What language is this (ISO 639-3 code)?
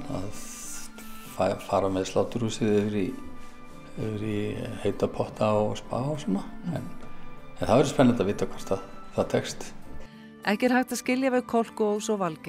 isl